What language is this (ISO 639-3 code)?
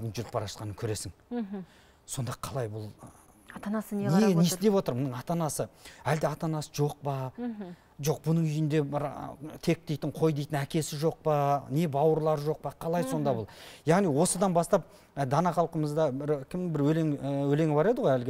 kaz